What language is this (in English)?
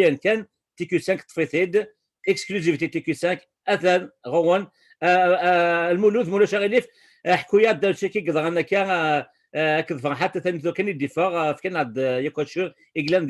Kabyle